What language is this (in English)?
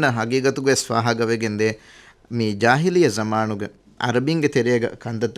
Divehi